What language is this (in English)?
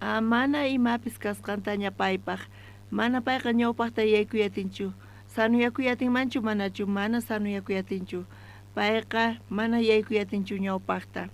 South Bolivian Quechua